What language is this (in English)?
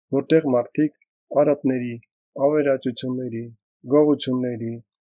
Armenian